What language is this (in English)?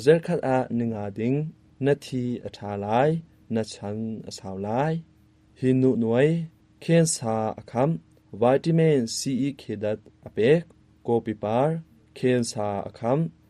Hakha Chin